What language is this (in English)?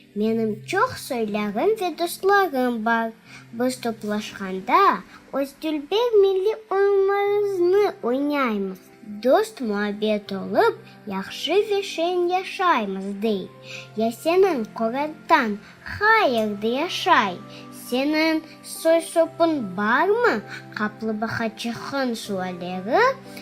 Crimean Tatar